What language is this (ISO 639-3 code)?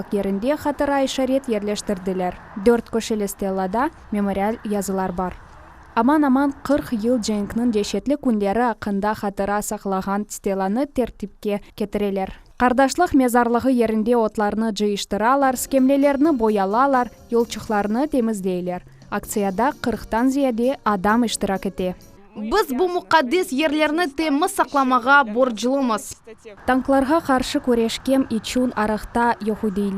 crh